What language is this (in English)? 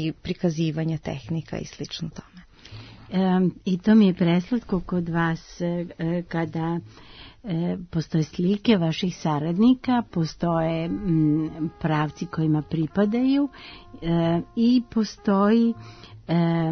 Serbian